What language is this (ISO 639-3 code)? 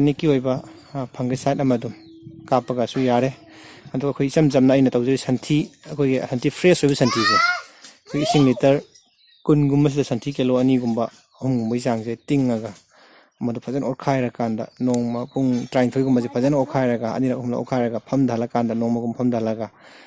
mni